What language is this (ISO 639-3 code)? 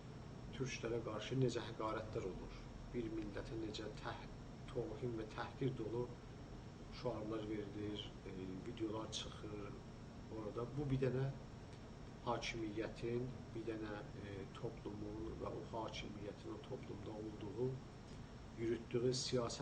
azb